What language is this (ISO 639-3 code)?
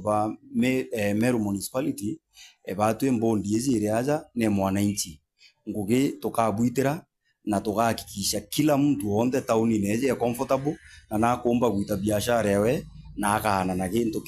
mer